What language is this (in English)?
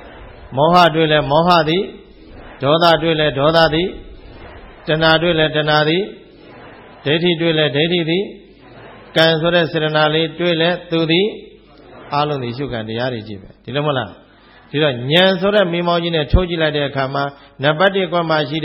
Burmese